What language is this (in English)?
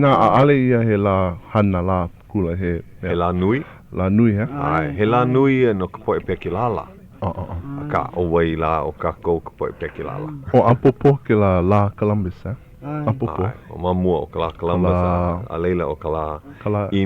Hawaiian